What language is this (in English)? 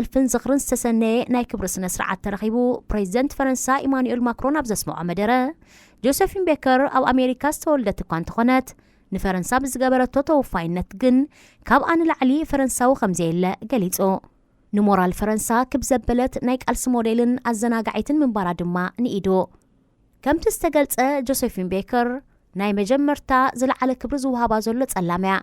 Tigrinya